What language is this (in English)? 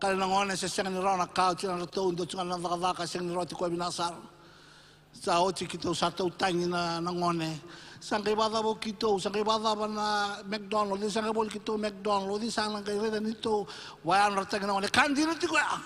Fijian